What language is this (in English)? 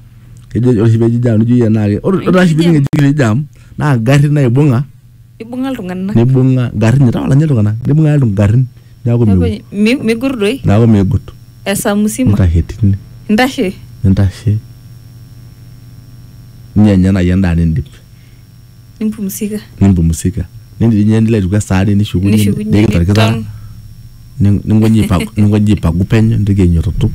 Swahili